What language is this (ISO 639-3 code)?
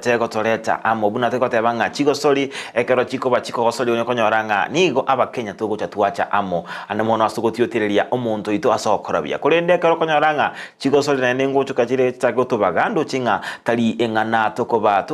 guz